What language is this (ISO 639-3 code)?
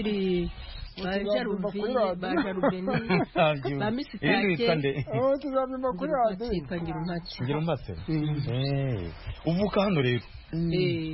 kin